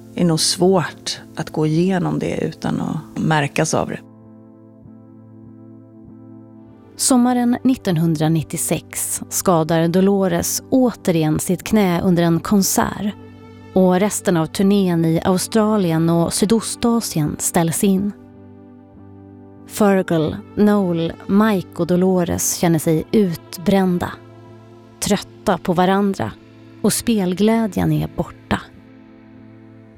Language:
Swedish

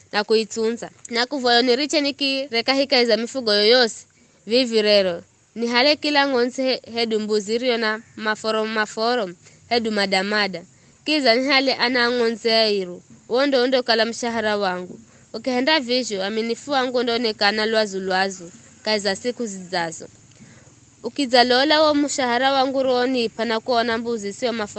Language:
Giryama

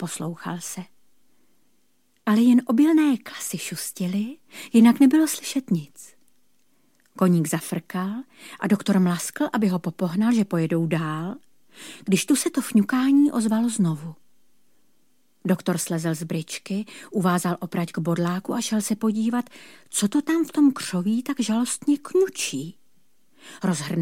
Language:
Czech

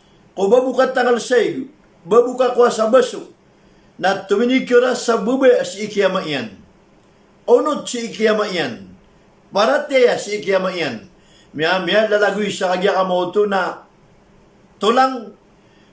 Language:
Maranao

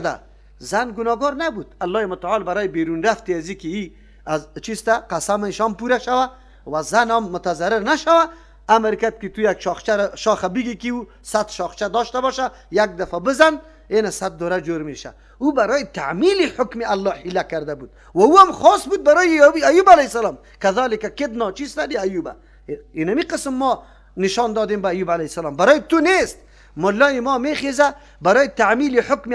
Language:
Persian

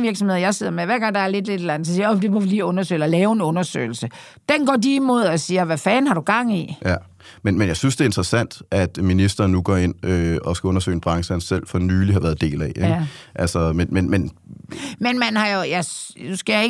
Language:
Danish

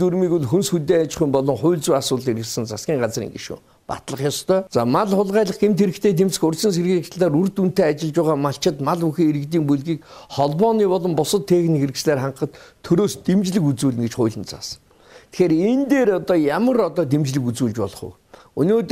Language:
Mongolian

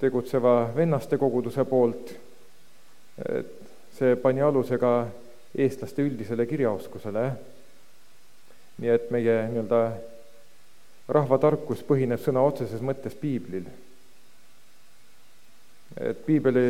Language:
Estonian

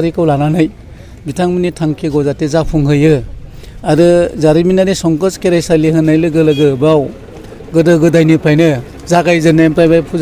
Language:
Bodo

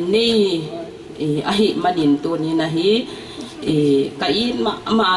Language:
Paite Chin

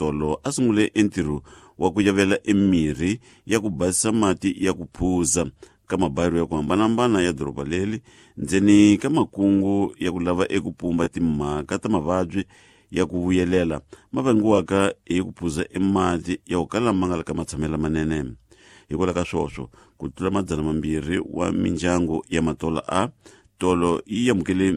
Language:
Tsonga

